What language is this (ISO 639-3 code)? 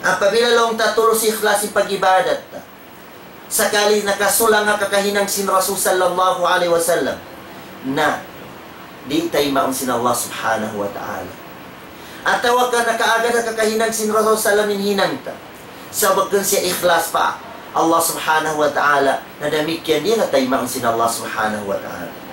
tsg